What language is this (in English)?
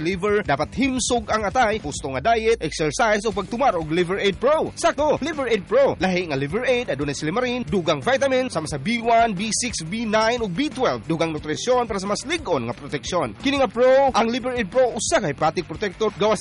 Cebuano